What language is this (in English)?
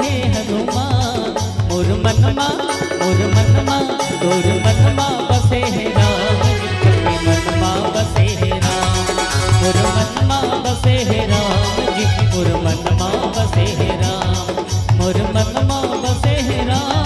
Chhattisgarhi